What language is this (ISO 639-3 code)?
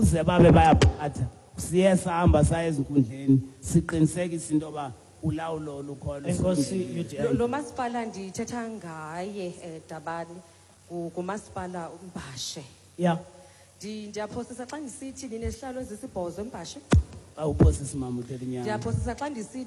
xho